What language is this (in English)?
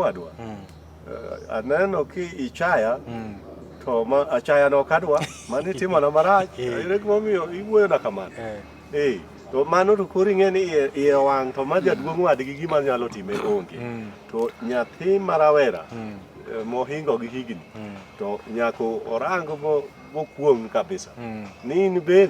Luo (Kenya and Tanzania)